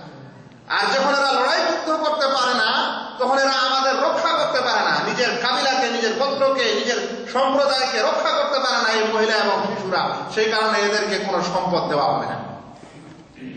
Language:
Bangla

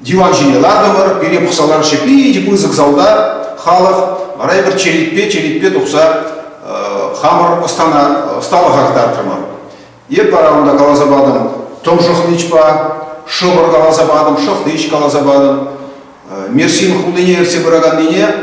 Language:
Chuvash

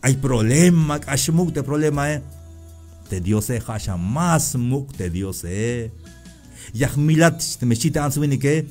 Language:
Tzeltal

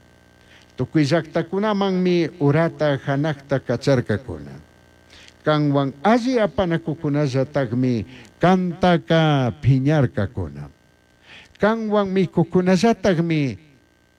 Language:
Chimborazo Highland Quichua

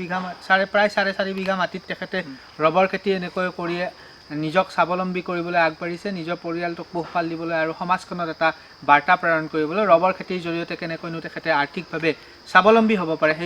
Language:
Assamese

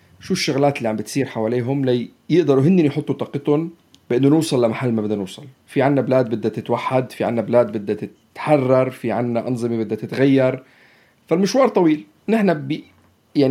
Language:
North Levantine Arabic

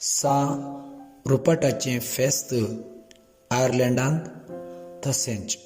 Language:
Konkani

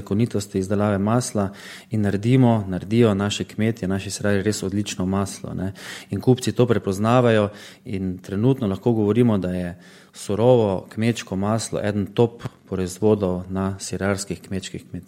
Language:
Slovenian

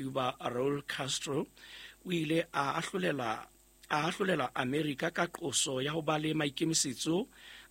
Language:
Southern Sotho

